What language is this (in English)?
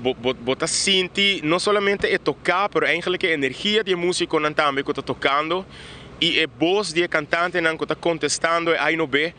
Papiamento